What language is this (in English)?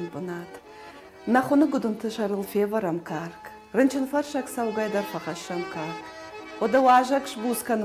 Ossetic